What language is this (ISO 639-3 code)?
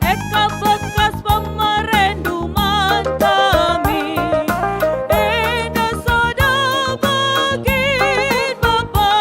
btx